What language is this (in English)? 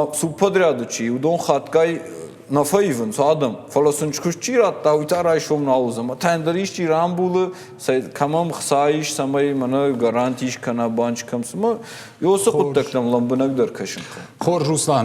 Ossetic